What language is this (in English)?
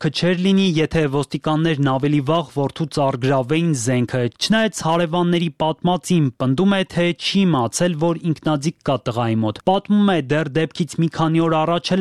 Armenian